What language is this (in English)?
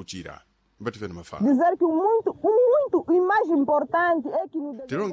Sena